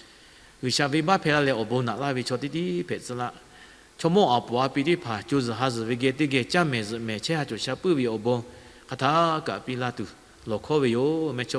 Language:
Lahu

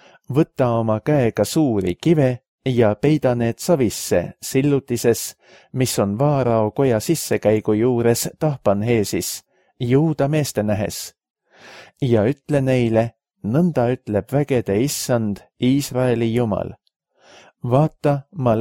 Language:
Estonian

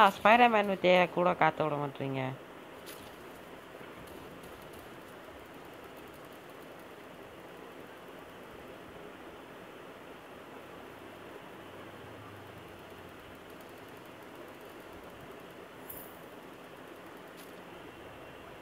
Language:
Tamil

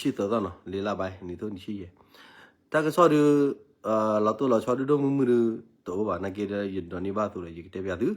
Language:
S'gaw Karen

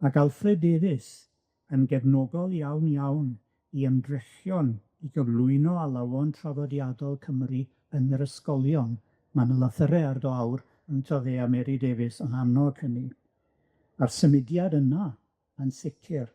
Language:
Welsh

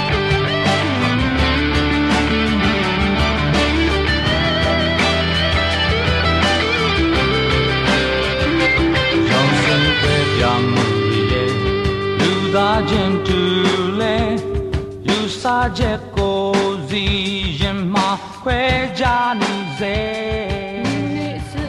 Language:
Burmese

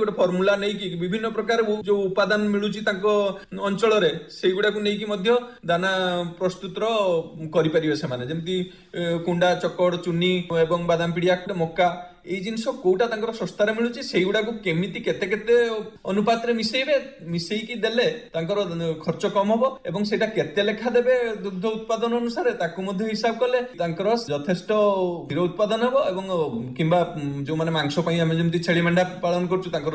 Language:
Odia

